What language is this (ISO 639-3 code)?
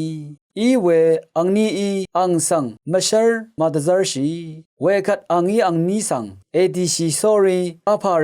raw